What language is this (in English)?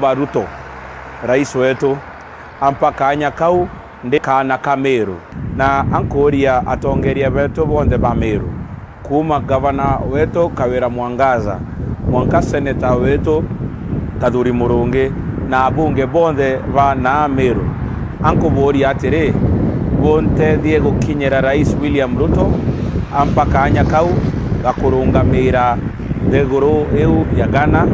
Meru